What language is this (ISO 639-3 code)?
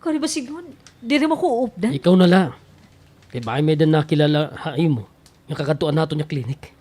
war